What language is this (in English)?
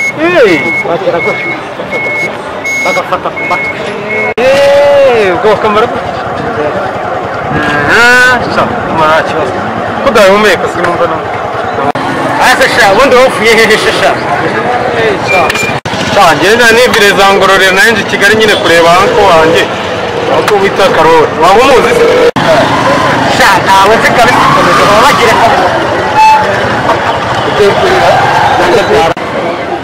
Kinyarwanda